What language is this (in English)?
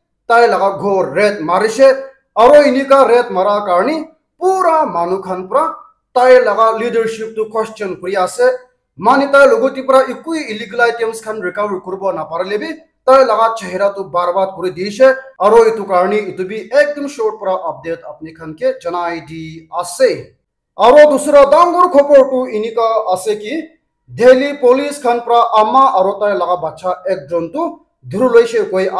Naga Pidgin